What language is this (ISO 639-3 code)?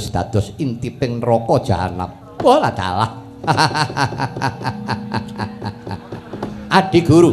jav